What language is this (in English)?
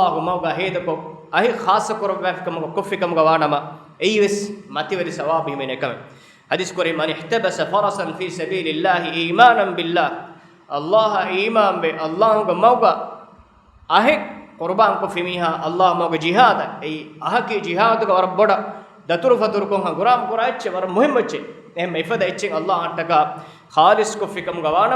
Divehi